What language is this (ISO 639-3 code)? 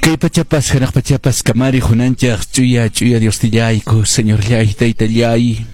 que